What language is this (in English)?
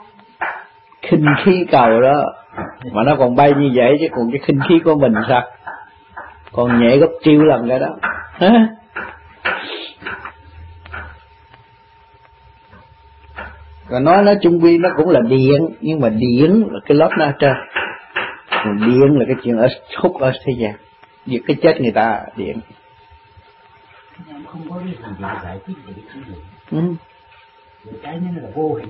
Vietnamese